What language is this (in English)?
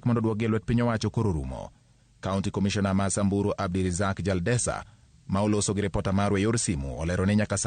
Luo (Kenya and Tanzania)